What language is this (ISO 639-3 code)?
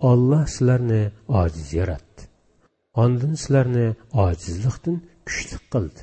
uig